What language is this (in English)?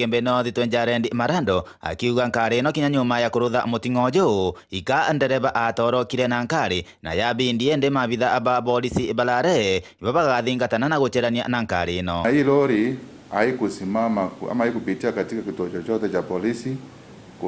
Meru